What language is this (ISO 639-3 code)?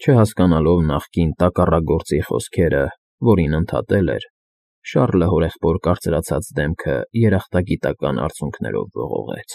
hye